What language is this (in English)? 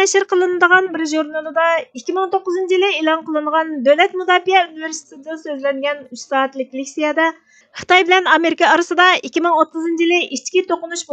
Uyghur